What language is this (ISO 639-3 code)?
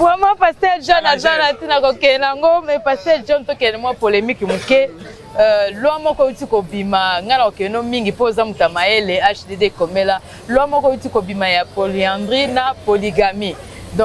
lin